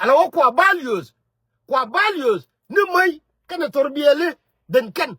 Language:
Nuer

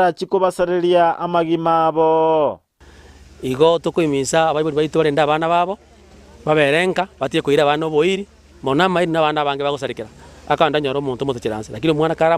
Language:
Gusii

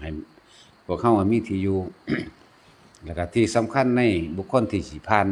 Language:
Lao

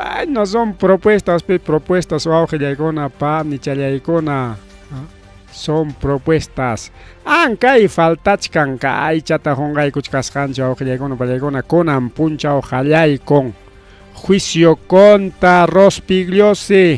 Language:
Ayacucho Quechua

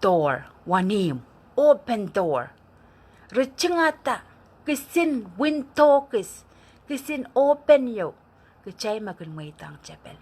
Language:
Pohnpeian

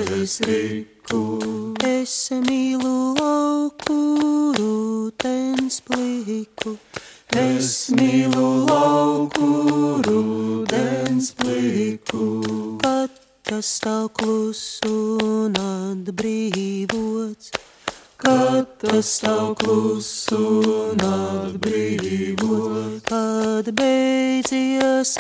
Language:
Latvian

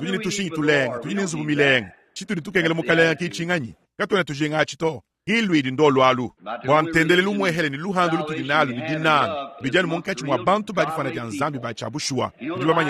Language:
Luba-Lulua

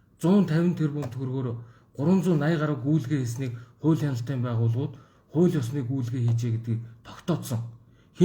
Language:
Mongolian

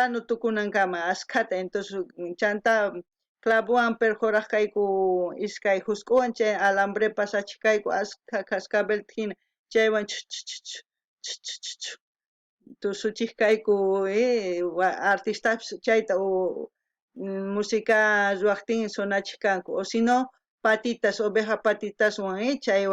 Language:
South Bolivian Quechua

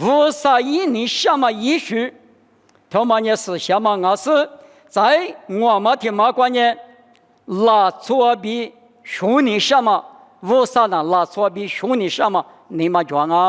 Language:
Lisu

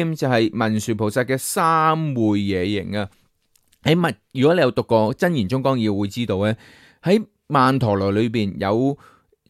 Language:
Cantonese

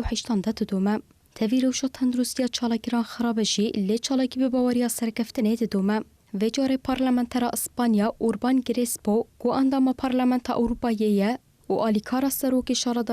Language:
Kurdish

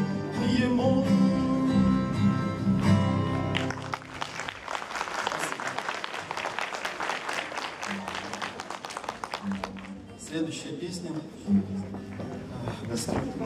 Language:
Russian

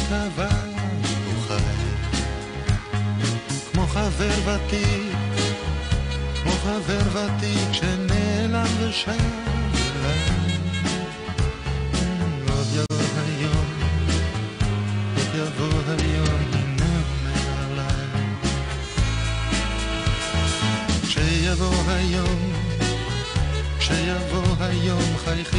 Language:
Hebrew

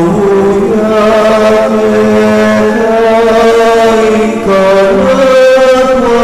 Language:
Pampanga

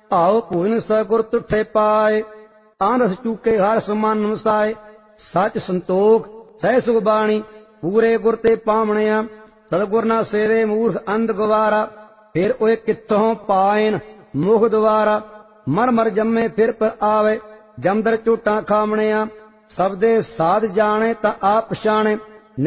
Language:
Punjabi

